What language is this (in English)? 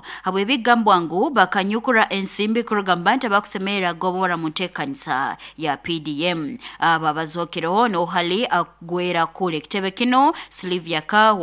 Nyoro